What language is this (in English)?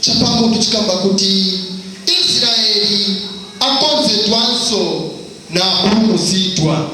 Nyanja